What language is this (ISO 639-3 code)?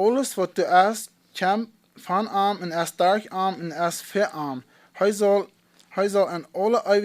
pdt